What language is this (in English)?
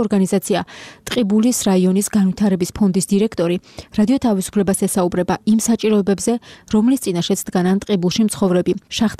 Georgian